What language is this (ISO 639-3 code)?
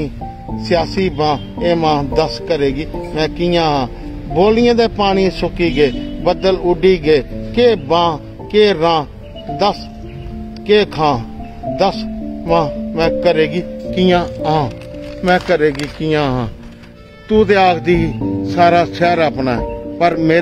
doi